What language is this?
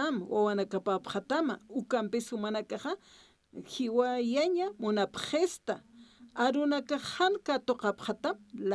Aymara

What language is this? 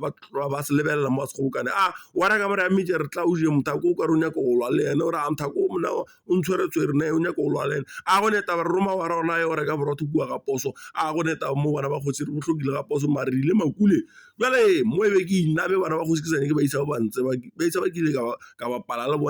Northern Sotho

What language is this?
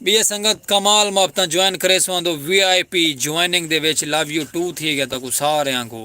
Saraiki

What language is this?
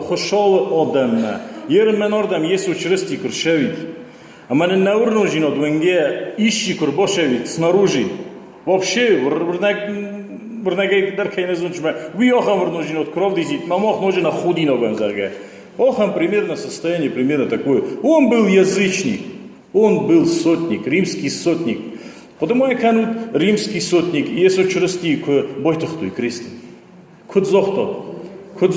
Ossetic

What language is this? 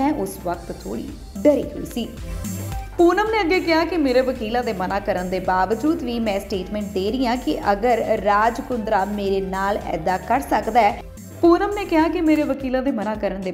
Punjabi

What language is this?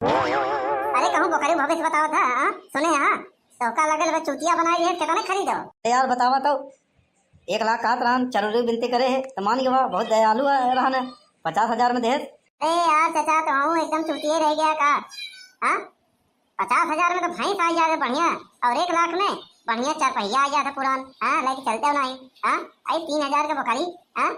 Awadhi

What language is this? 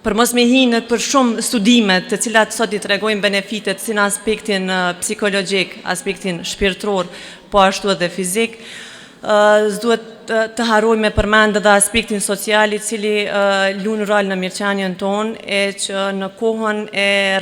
Albanian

